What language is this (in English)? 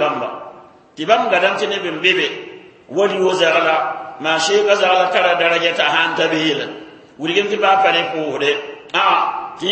Mossi